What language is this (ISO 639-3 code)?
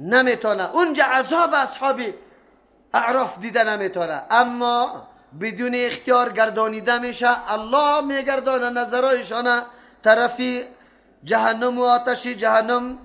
fas